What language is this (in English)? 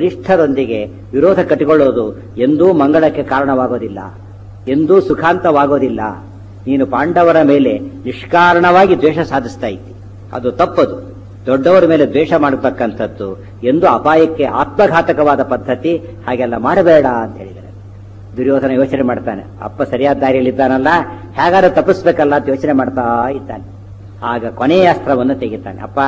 Kannada